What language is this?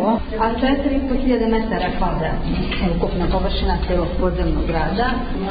Serbian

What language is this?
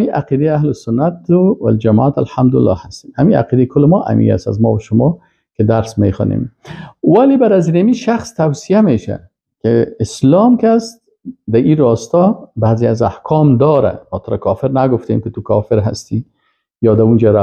Persian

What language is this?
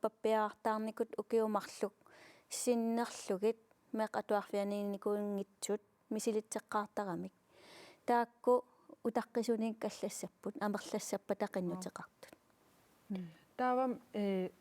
Kalaallisut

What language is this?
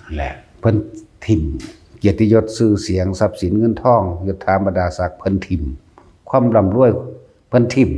Northeastern Thai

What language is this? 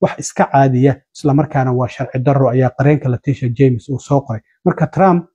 Somali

